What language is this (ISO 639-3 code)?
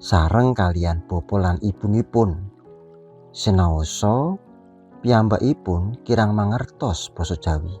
jav